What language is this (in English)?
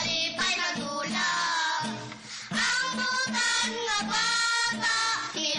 Cebuano